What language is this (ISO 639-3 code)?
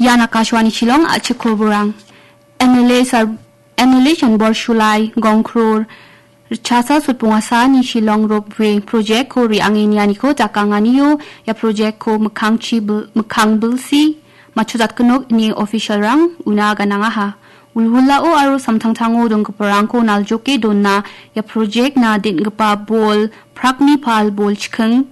grt